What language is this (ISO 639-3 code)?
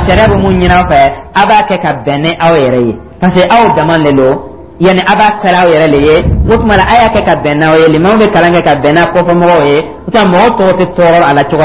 dyu